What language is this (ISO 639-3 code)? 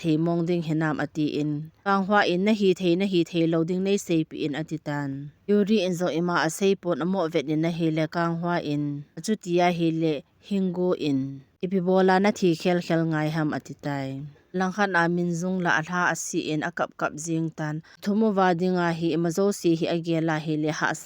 tcz